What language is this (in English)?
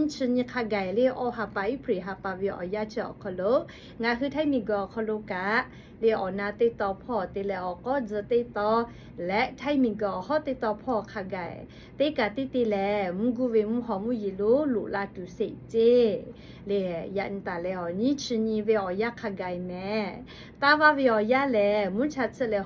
Lahu